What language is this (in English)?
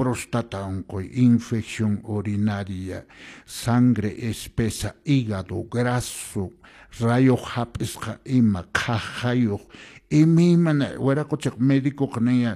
Quechua